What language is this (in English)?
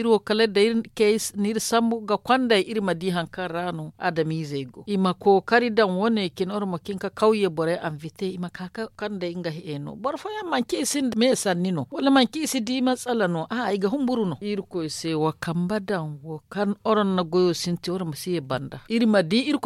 Zarma